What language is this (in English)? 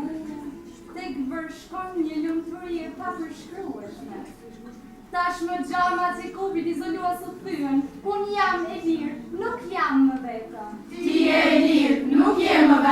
Albanian